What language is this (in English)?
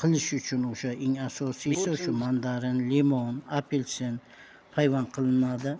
Uzbek